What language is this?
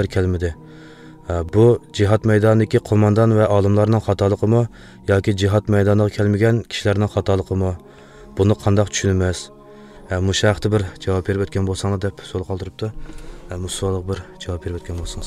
Uyghur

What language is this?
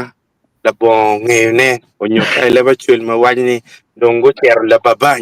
Acoli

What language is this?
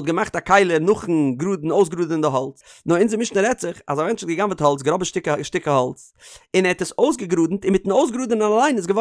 Yiddish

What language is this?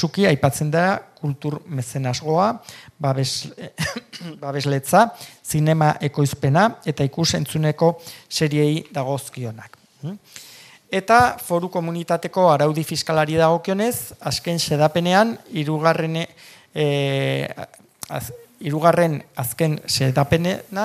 Basque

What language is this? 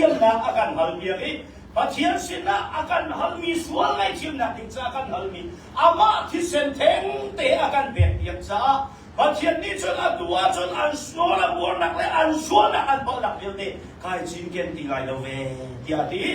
Hakha Chin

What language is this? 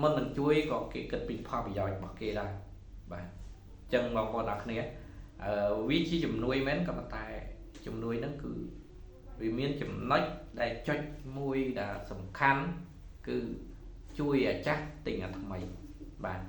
Khmer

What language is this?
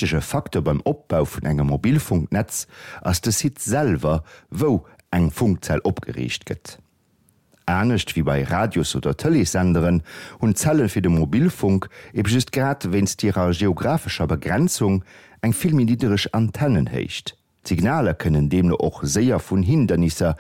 Luxembourgish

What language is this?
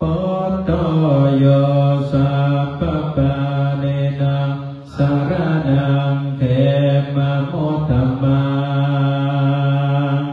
Pali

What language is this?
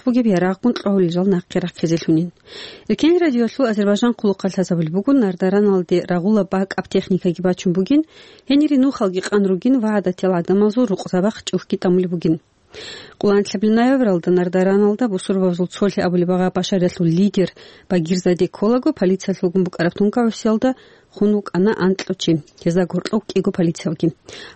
Avaric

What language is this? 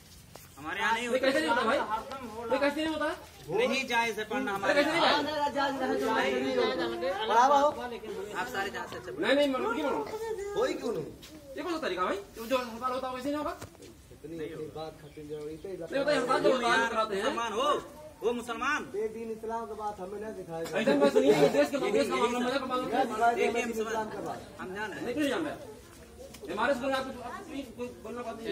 Hindi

